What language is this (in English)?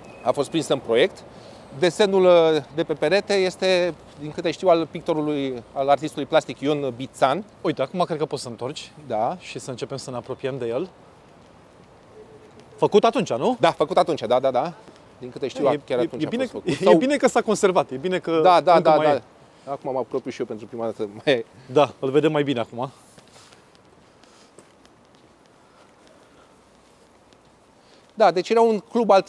Romanian